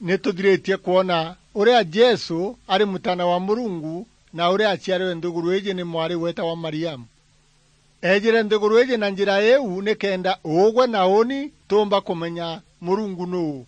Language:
Meru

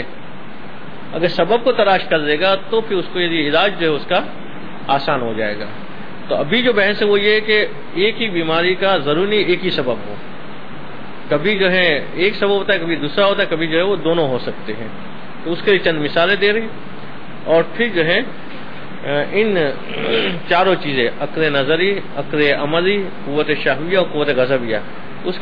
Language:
Urdu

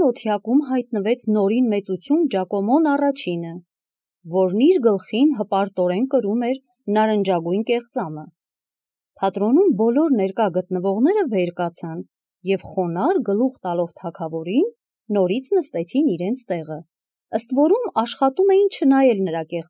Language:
Armenian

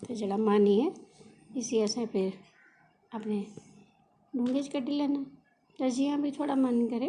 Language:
Dogri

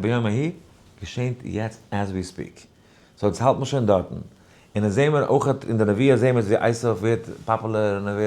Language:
Yiddish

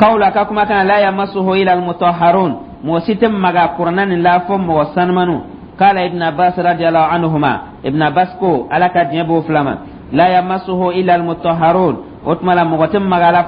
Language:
Dyula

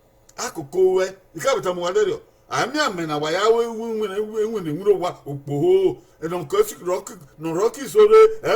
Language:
Bini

